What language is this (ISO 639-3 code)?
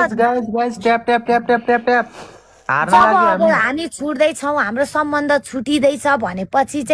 nep